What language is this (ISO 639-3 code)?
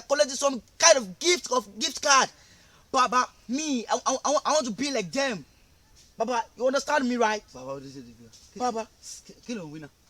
yor